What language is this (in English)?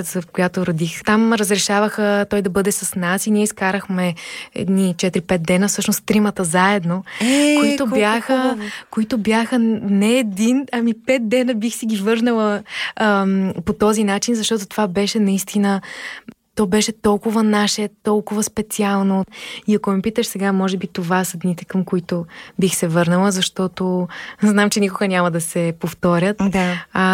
Bulgarian